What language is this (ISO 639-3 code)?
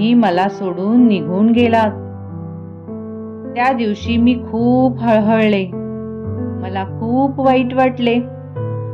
mar